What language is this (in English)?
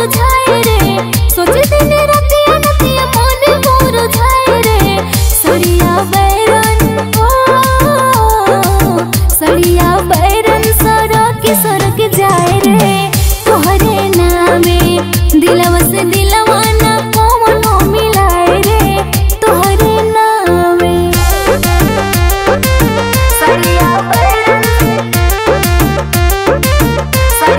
Bhojpuri